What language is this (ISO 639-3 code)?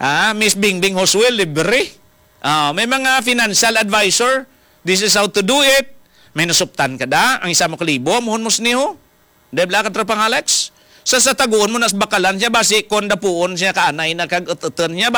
hil